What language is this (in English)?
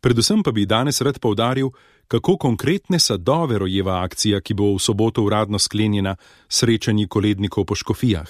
Slovenian